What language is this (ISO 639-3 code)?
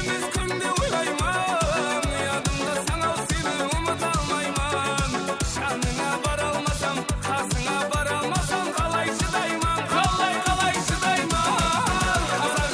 kaa